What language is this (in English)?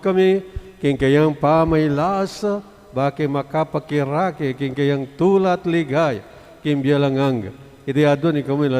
Pampanga